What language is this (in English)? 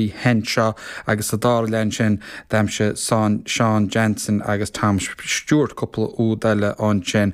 Irish